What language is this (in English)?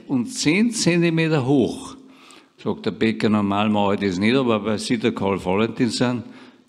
Bavarian